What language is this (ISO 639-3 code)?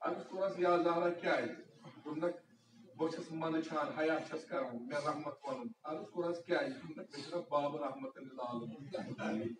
kas